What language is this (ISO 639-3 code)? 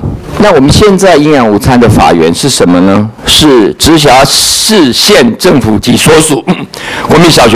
zho